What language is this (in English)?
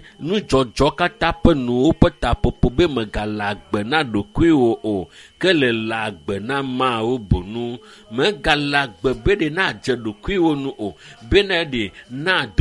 Ewe